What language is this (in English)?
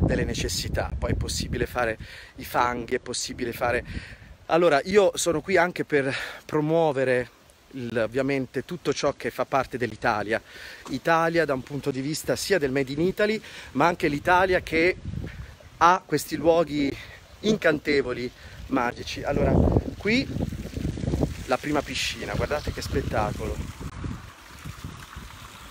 Italian